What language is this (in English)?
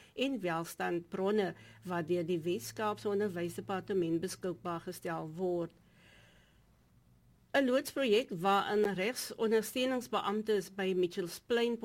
Afrikaans